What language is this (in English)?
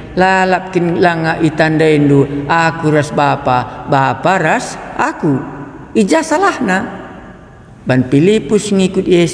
Batak Karo